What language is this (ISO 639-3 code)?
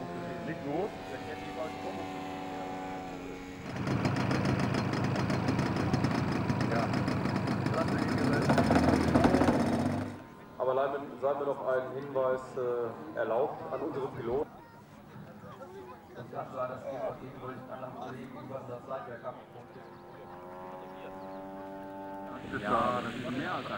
deu